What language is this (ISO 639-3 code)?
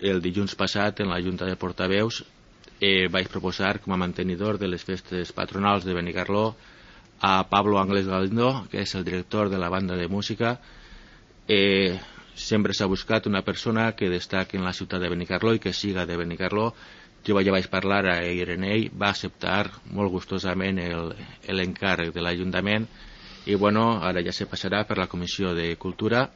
cat